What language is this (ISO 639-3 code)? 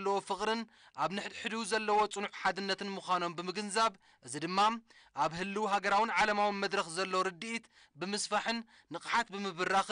tir